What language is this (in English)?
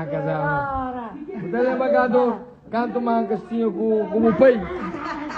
Kabuverdianu